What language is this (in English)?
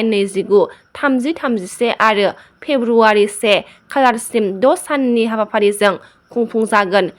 Bodo